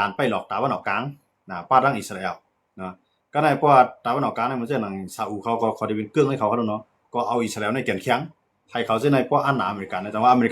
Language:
Shan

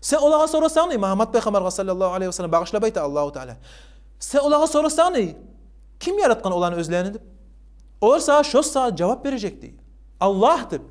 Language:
Kumyk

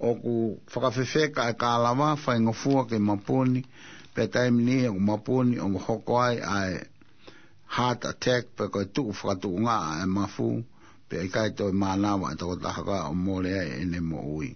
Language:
Tongan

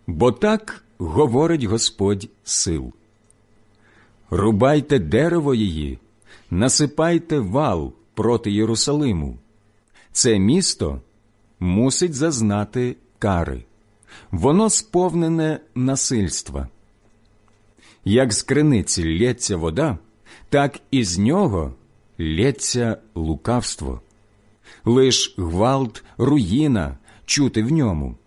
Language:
Ukrainian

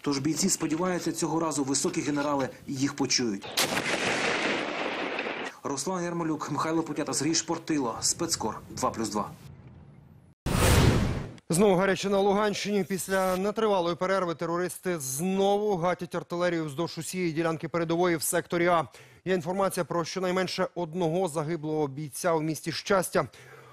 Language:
Ukrainian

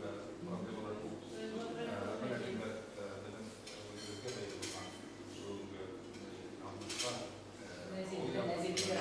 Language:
Bashkir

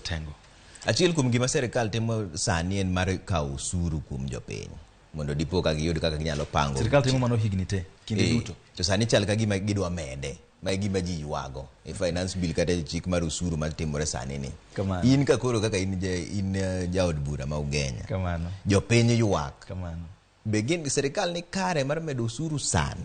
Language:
Luo (Kenya and Tanzania)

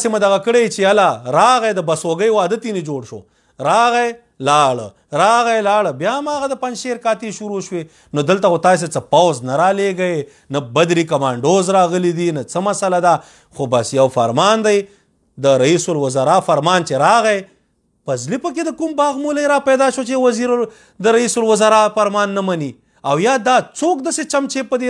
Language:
Pashto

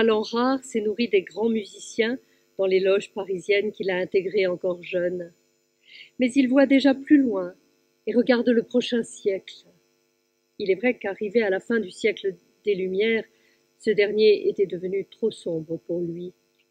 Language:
French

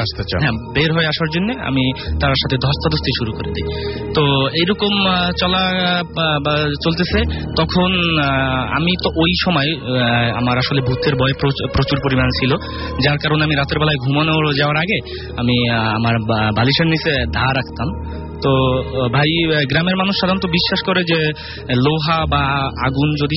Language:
Bangla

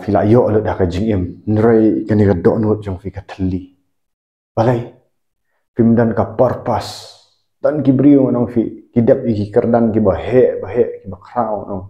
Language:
Khasi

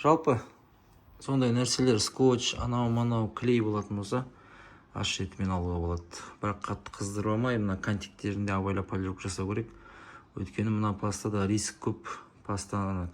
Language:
Kazakh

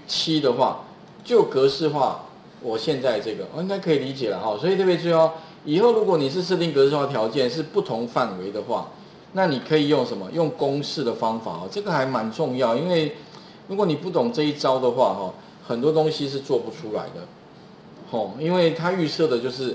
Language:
Chinese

